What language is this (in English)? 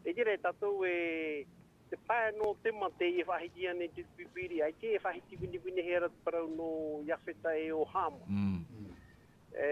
Tahitian